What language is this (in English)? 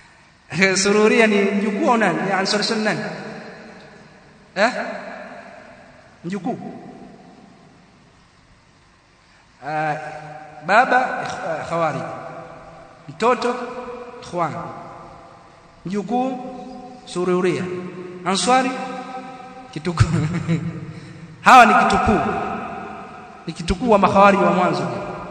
Swahili